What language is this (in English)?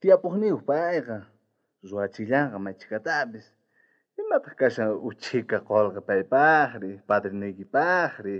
South Bolivian Quechua